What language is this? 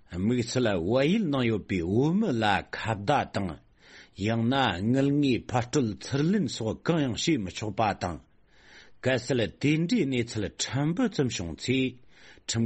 Tibetan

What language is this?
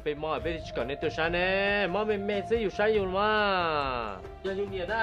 Hmong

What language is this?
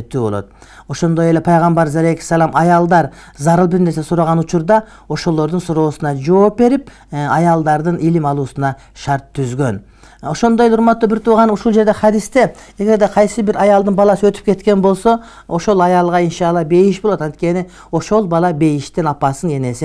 Kyrgyz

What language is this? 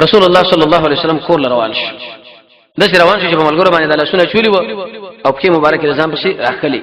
Pashto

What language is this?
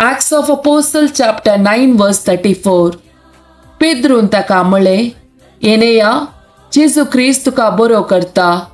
Konkani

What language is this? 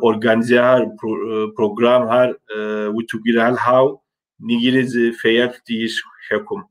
Kabardian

